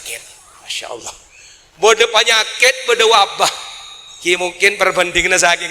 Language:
Madurese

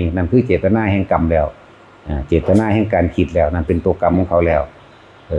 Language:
Northeastern Thai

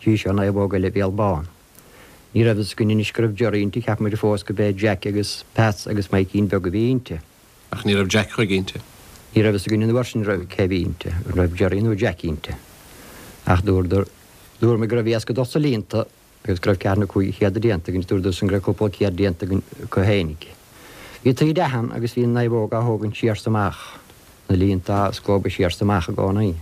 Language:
Irish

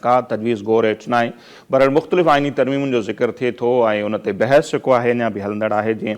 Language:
Sindhi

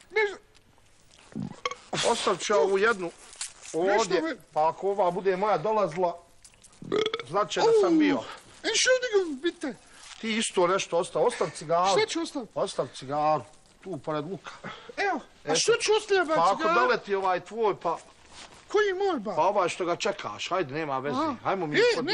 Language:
Bosnian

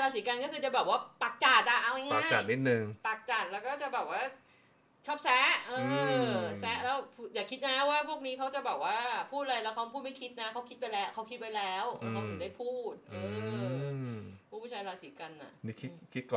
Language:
Thai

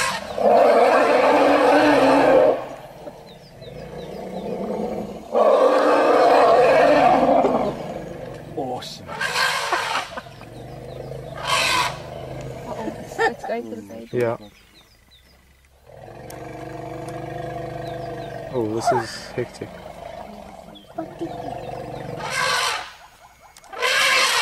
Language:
English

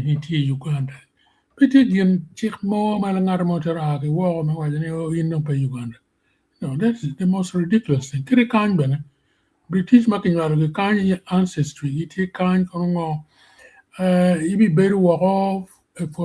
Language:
Acoli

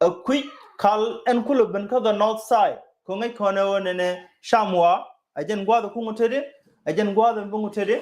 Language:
Nuer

